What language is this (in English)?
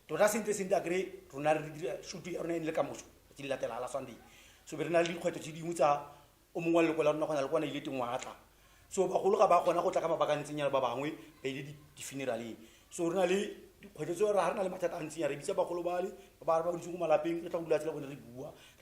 Tswana